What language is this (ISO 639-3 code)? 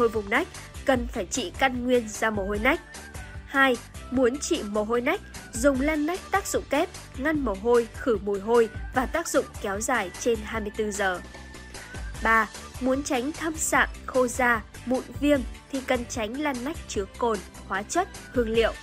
vie